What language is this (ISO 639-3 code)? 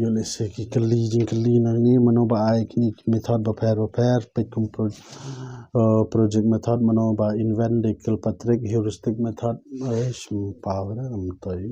kha